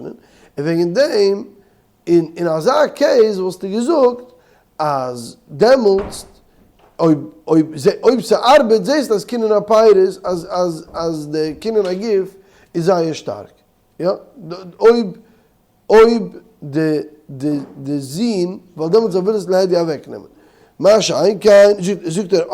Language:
Yiddish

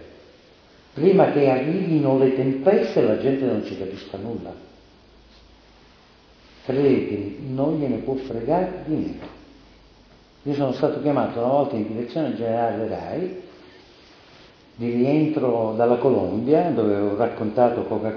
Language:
Italian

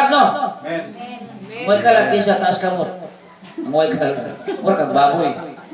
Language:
Cebuano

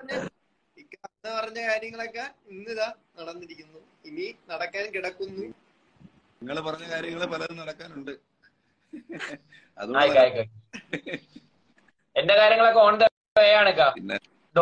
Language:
Malayalam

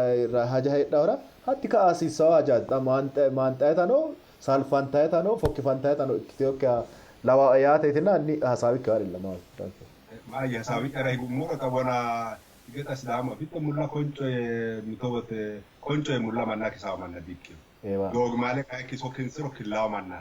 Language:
Sidamo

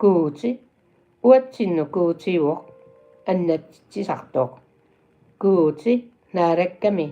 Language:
Kalaallisut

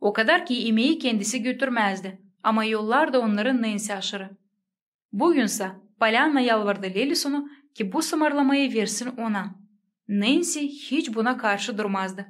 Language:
Gagauz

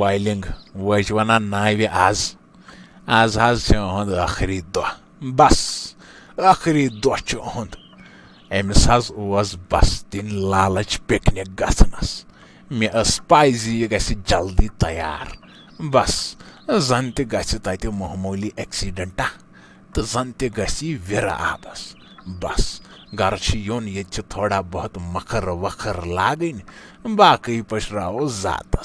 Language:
Kashmiri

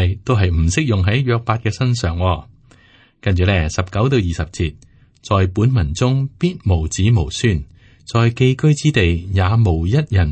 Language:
Cantonese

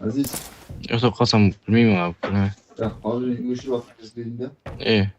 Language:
Kara-Kalpak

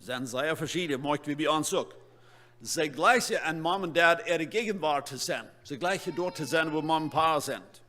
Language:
Plautdietsch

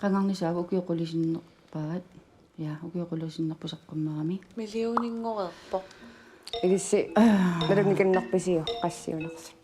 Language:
Kalaallisut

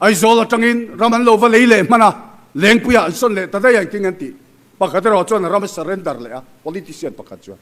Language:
Mizo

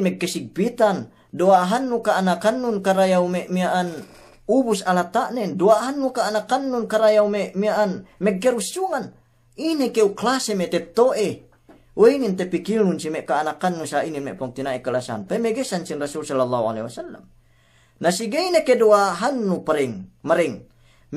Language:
Yakan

